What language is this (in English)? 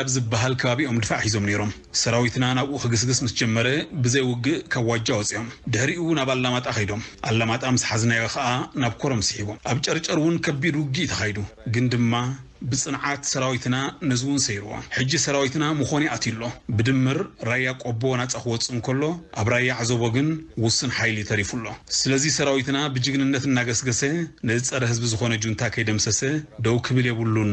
Tigrinya